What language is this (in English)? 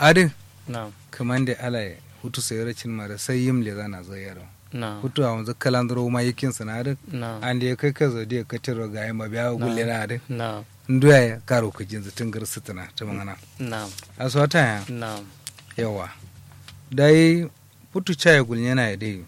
Kanuri